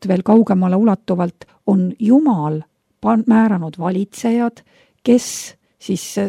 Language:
Estonian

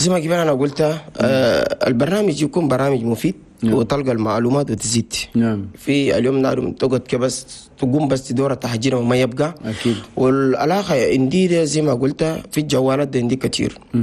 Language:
Chadian Arabic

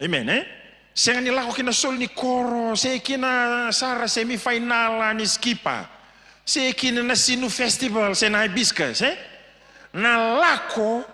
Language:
Fijian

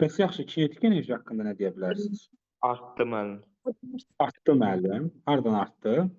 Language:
Azerbaijani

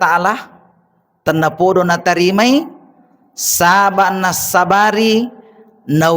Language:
Buginese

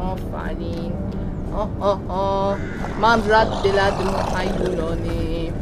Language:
South Azerbaijani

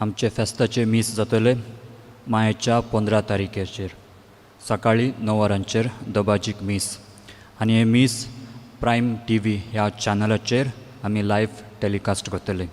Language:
Konkani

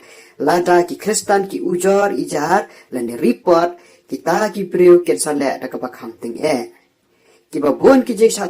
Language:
Khasi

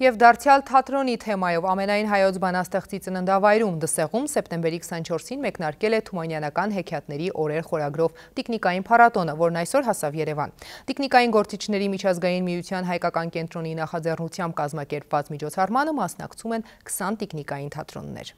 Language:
Armenian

